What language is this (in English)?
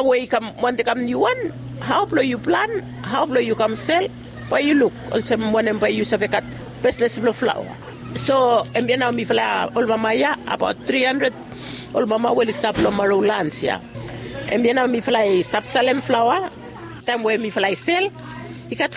Bislama